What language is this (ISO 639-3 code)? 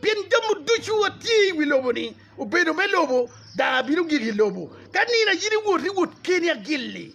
ach